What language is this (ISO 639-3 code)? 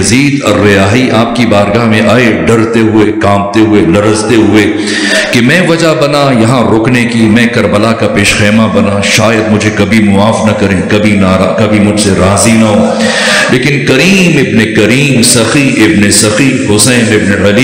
urd